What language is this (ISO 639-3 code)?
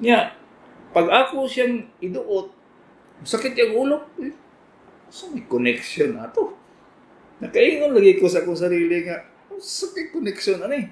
ceb